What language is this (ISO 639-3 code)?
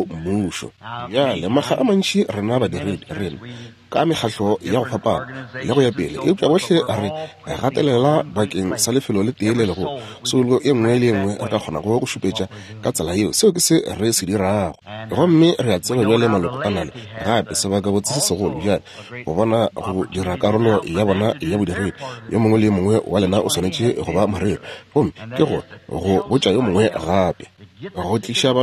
nso